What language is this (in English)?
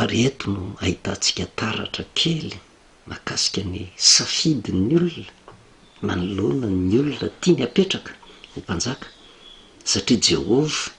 Malagasy